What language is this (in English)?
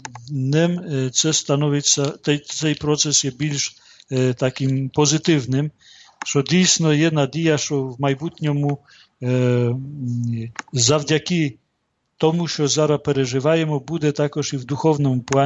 Ukrainian